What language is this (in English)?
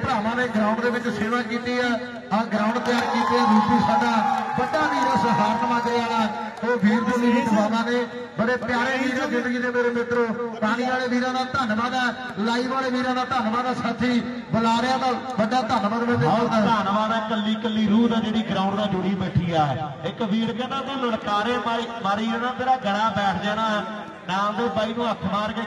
Punjabi